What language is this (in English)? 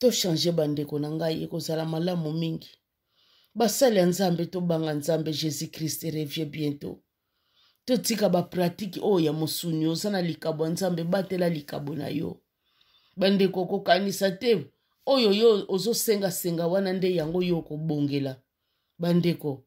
Lingala